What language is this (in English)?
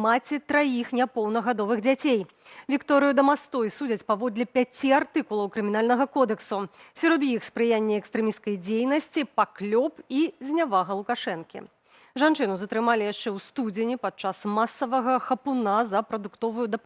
Belarusian